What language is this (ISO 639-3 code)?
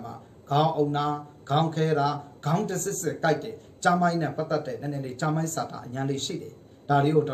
mya